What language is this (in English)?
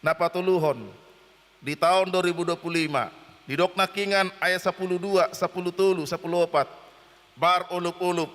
Batak Toba